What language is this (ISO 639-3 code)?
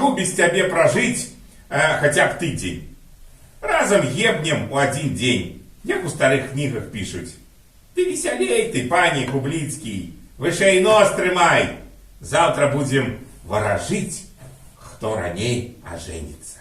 bel